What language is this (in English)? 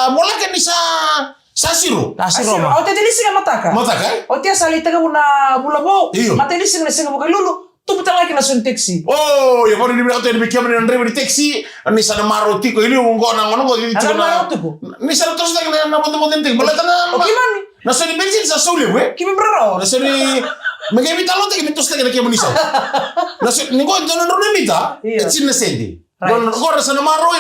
Fijian